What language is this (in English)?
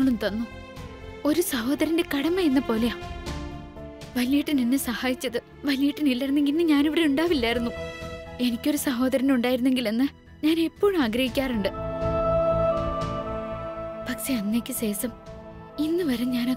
Malayalam